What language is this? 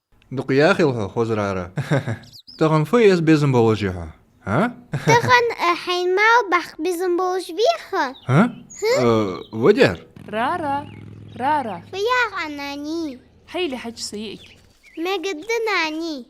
Ingush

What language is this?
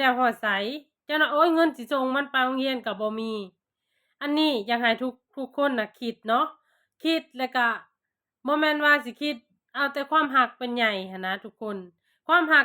Lao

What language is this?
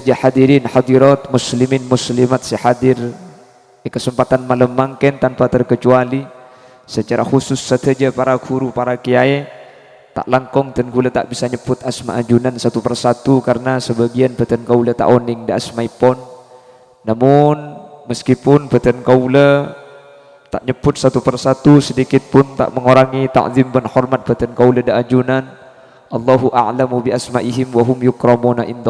Madurese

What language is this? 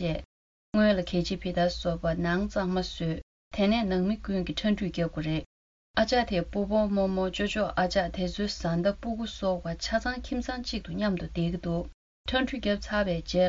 Tibetan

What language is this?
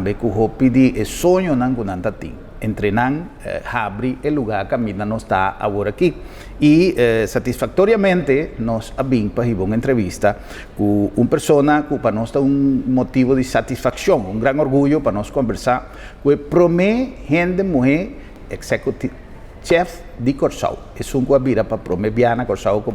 Papiamento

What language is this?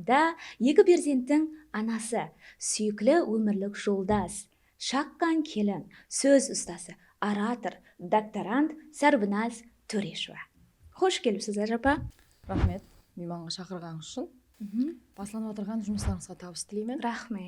Kara-Kalpak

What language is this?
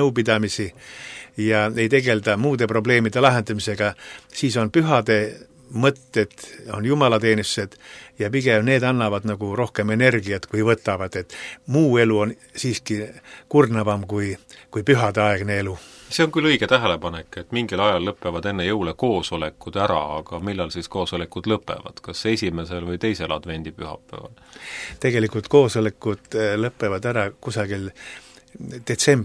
Estonian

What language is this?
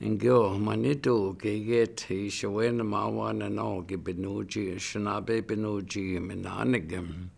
Chippewa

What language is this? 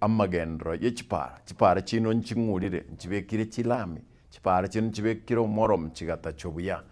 Gusii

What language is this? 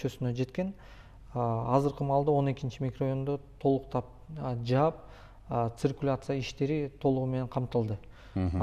Kyrgyz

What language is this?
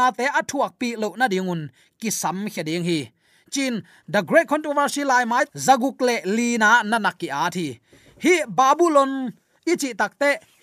Tedim Chin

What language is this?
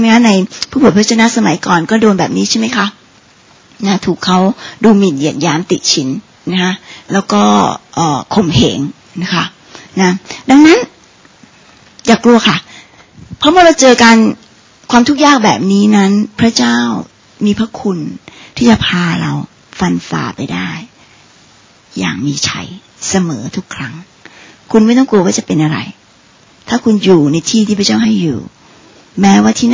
Thai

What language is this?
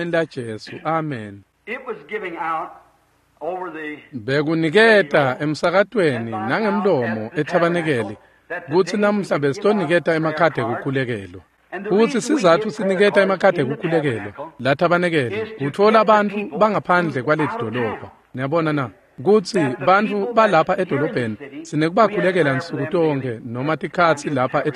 Swati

